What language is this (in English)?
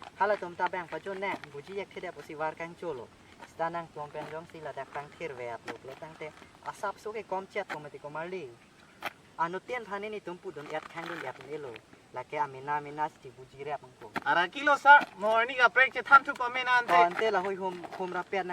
Karbi